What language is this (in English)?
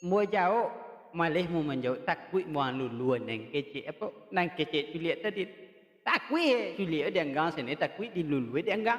Minangkabau